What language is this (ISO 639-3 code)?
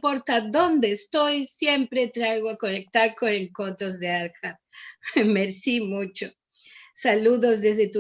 lad